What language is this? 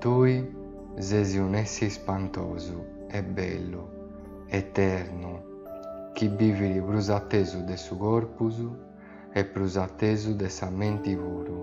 Sardinian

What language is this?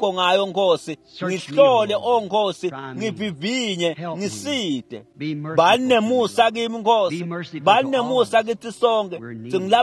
Swati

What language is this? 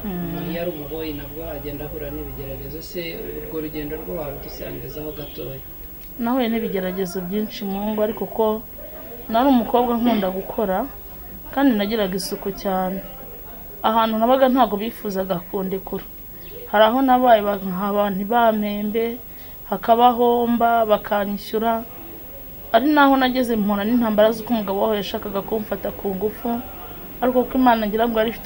Kinyarwanda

